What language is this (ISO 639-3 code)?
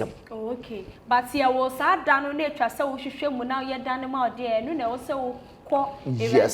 aka